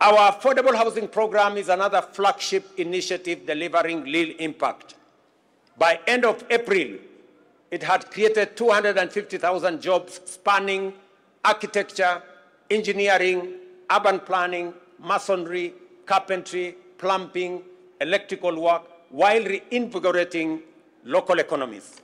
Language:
Meru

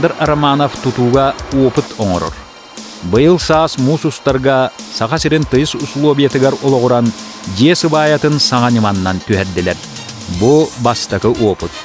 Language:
Yakut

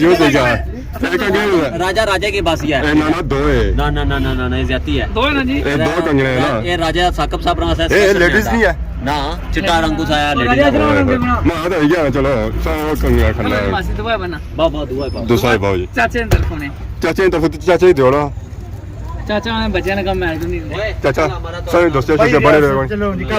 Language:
Pahari-Potwari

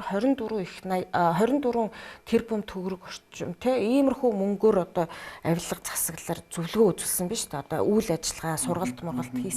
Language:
Mongolian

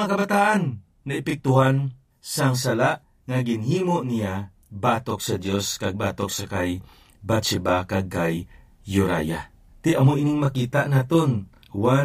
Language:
Hiligaynon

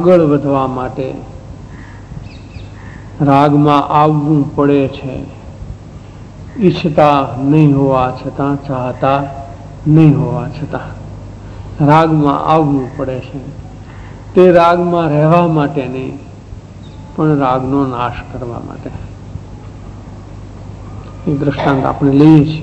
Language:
Gujarati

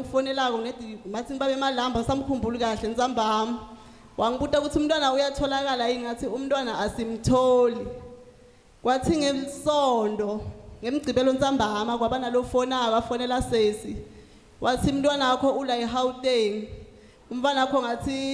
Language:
Zulu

